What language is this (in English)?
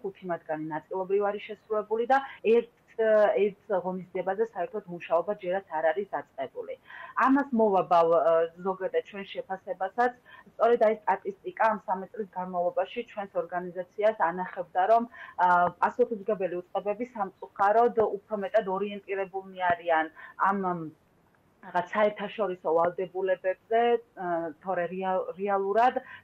Georgian